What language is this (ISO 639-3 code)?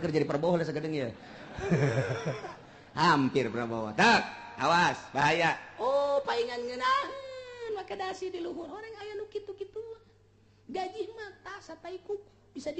sun